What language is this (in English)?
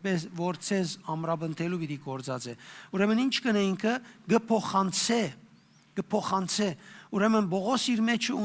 Western Armenian